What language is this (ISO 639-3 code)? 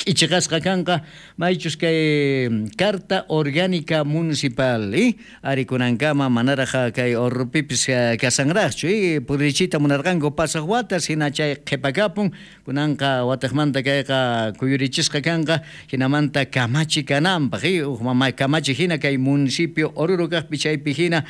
quh